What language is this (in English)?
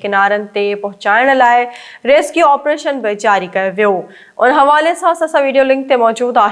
Sindhi